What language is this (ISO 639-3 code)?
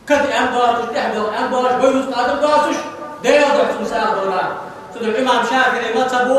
inh